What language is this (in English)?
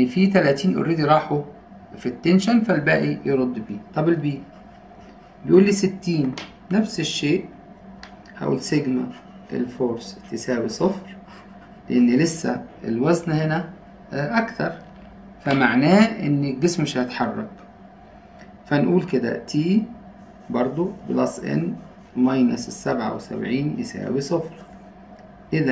Egyptian Arabic